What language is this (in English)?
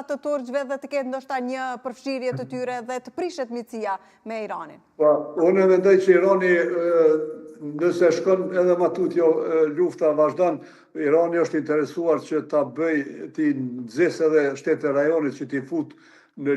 Albanian